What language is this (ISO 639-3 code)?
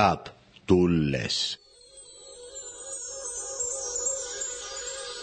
est